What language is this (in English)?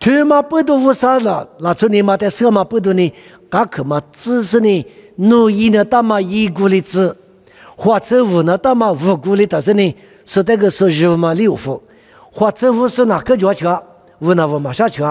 Lisu